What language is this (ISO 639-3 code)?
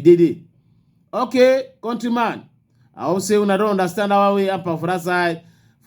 wes